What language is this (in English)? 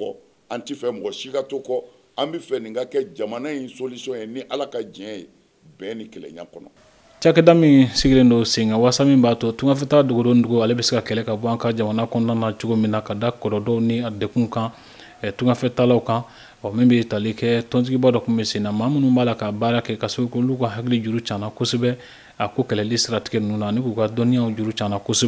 Bambara